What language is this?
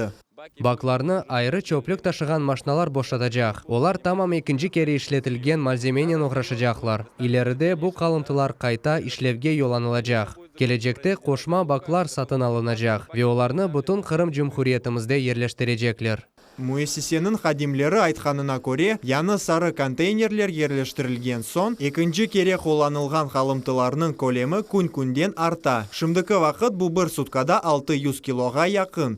Crimean Tatar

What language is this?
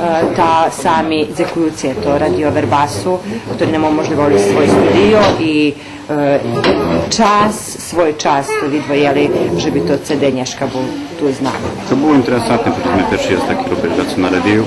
Rusyn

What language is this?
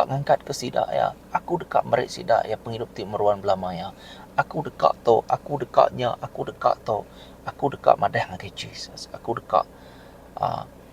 Iban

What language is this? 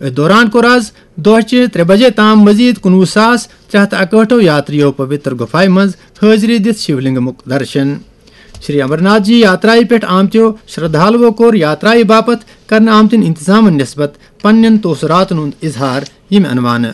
Kashmiri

